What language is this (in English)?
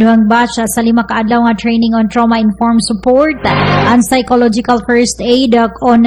Cebuano